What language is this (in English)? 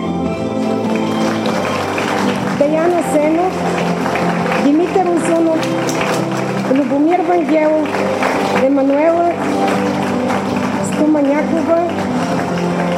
Bulgarian